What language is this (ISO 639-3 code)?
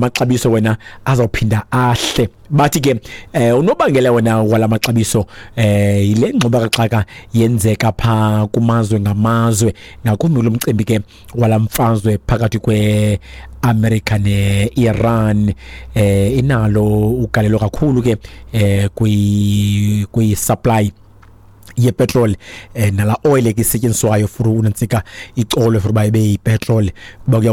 xho